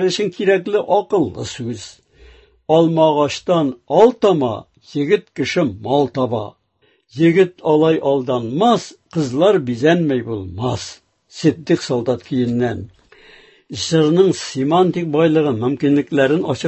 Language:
Tatar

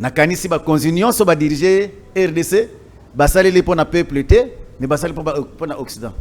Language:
Lingala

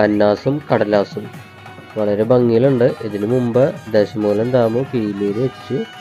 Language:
Malayalam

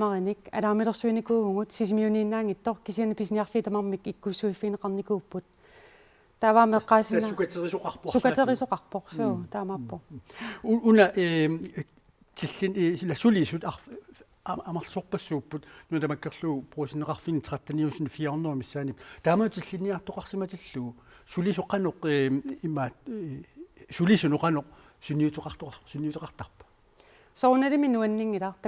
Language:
Kalaallisut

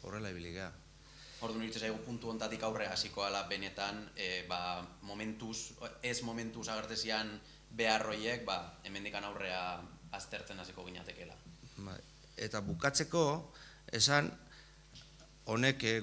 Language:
Basque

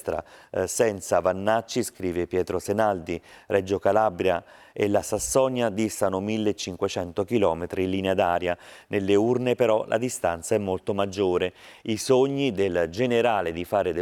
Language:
Italian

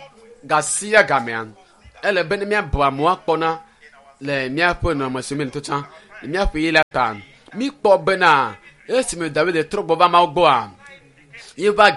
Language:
Ewe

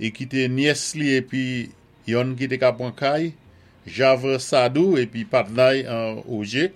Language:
Saint Lucian Creole French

